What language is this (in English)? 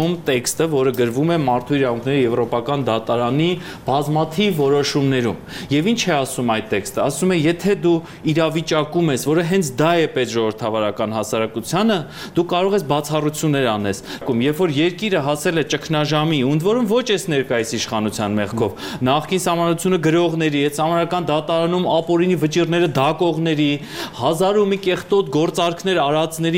Armenian